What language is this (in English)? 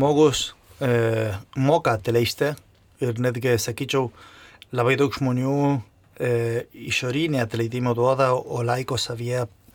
Lithuanian